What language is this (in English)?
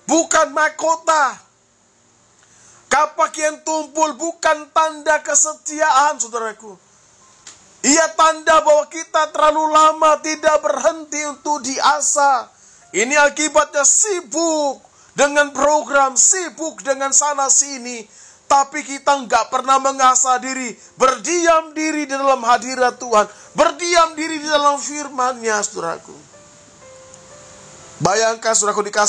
Indonesian